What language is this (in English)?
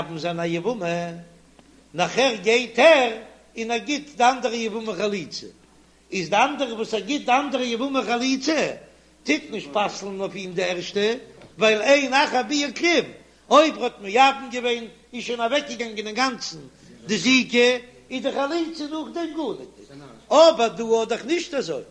Yiddish